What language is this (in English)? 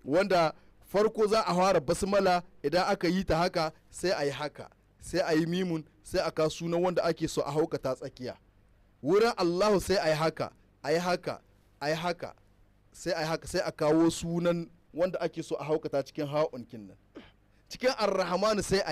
Hausa